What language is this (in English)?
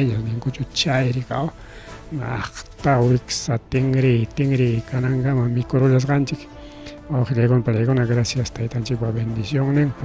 Ayacucho Quechua